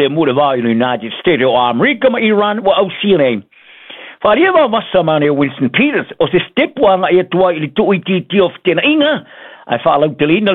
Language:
Samoan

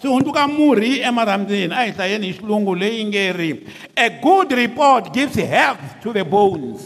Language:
Tsonga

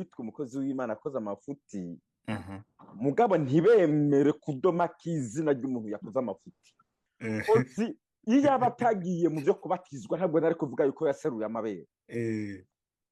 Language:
Rundi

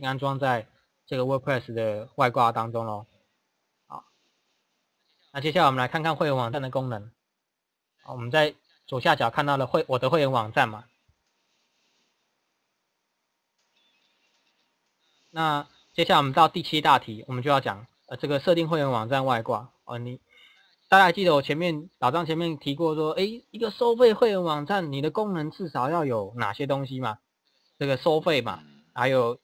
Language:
Chinese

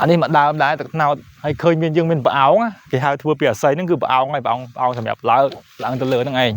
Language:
Khmer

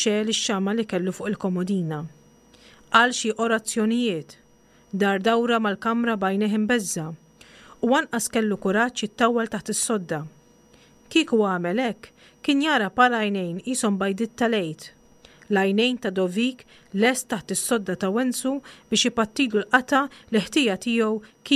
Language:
Maltese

